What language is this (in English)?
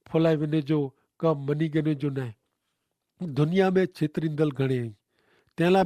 Kachhi